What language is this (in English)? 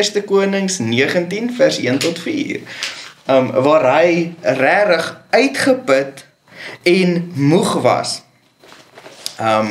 Afrikaans